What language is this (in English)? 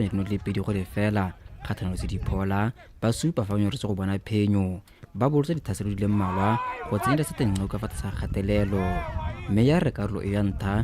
Tswana